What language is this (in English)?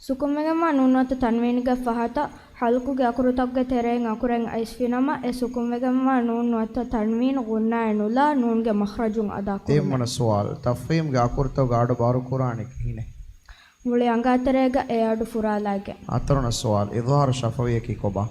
Divehi